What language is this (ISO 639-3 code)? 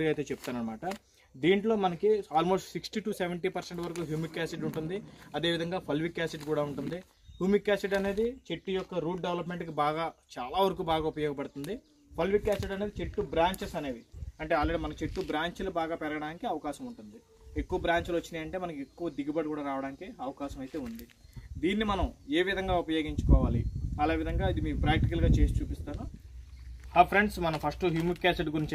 tel